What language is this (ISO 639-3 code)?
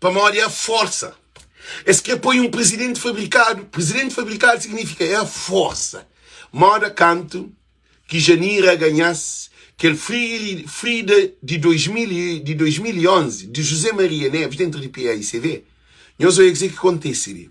kea